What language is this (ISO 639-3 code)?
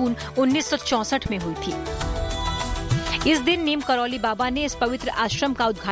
hin